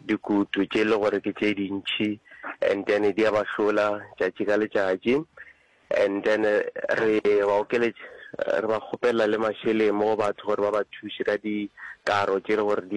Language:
Northern Sotho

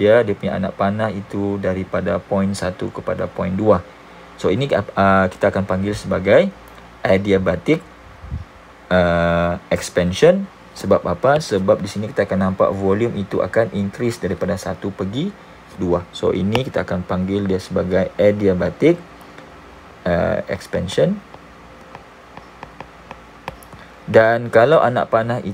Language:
Malay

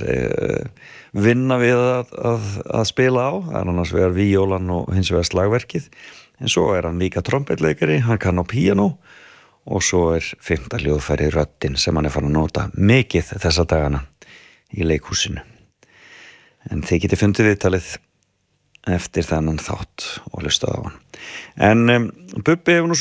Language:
Icelandic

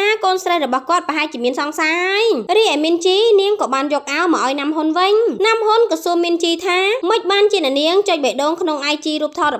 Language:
Khmer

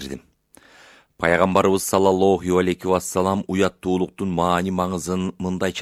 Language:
Kyrgyz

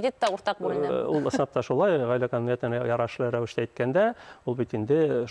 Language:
Bashkir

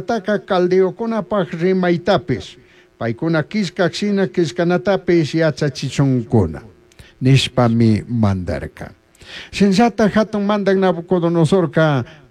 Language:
Chimborazo Highland Quichua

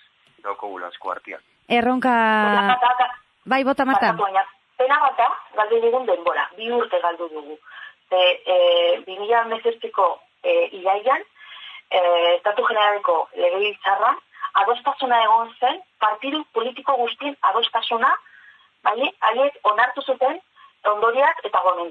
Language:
Basque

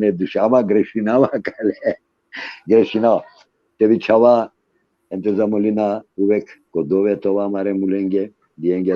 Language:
Balkan Romani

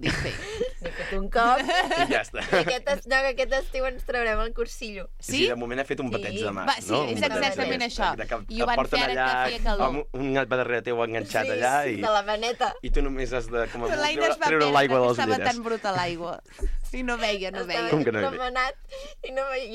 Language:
Catalan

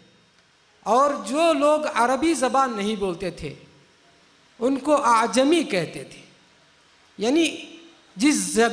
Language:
Urdu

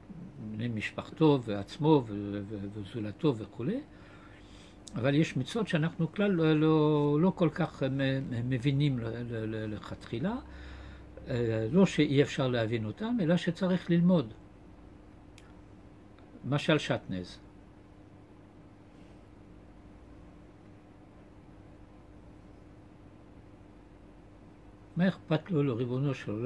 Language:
Hebrew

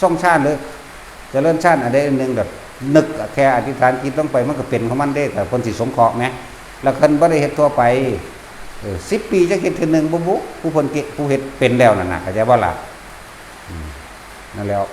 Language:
Northeastern Thai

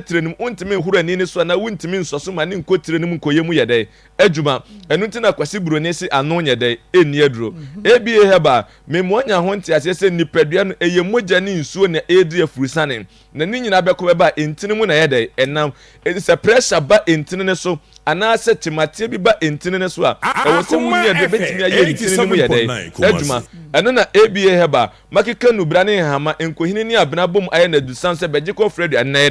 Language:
Akan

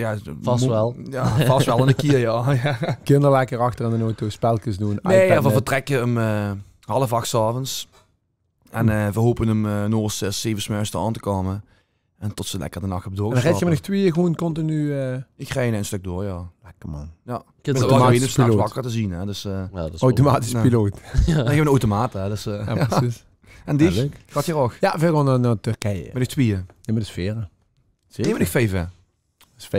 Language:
Limburgish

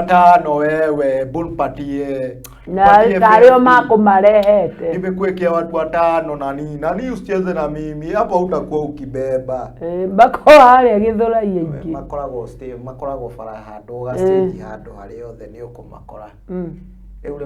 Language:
Kikuyu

